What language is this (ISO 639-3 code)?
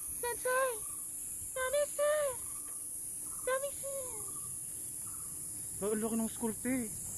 fil